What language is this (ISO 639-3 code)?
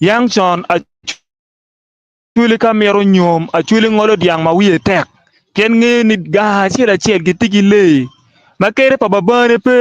ach